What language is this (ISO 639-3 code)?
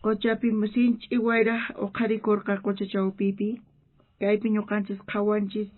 quh